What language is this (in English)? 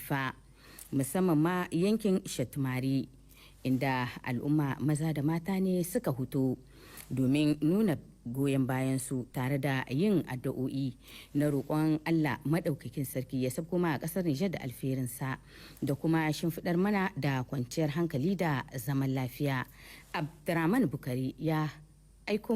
Hausa